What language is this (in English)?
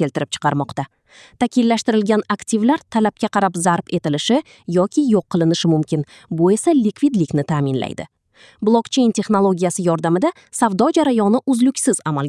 Uzbek